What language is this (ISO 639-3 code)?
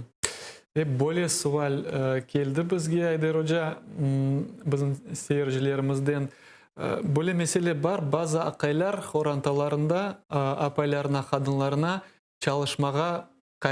crh